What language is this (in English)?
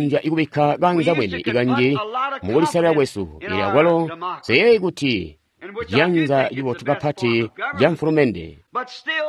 Tonga (Zambia)